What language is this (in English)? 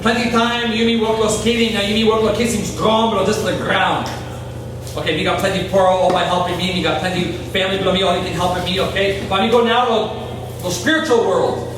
Tok Pisin